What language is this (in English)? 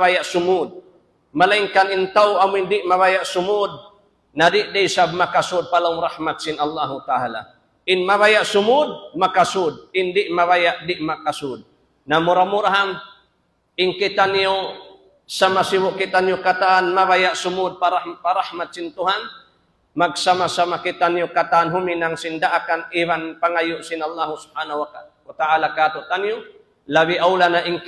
Tausug